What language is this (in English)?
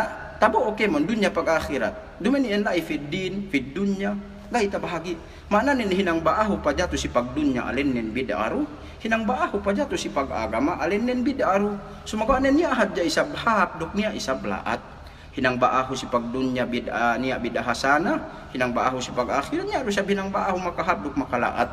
Yakan